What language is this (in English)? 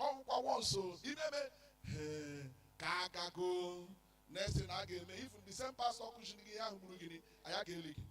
Igbo